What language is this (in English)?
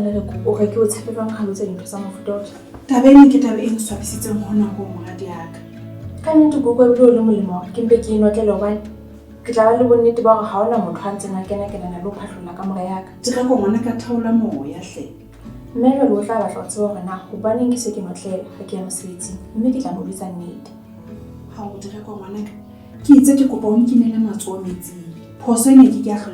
Southern Sotho